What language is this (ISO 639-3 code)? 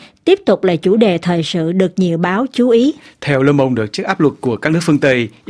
vie